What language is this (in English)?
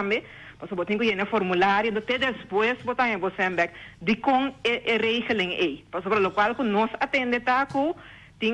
Papiamento